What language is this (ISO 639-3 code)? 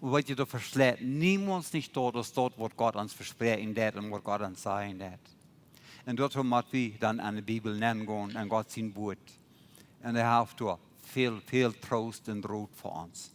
pdt